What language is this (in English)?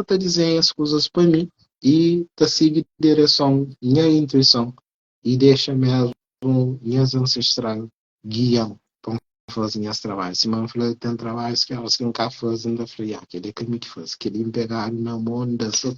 Kabuverdianu